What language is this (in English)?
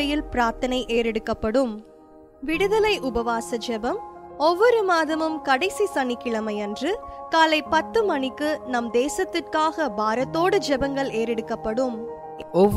Tamil